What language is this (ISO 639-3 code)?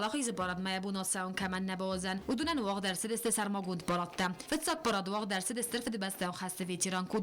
oss